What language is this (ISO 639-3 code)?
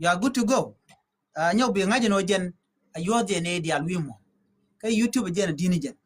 nus